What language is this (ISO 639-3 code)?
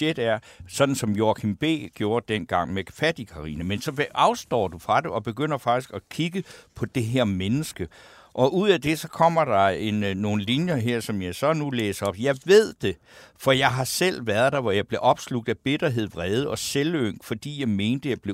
dan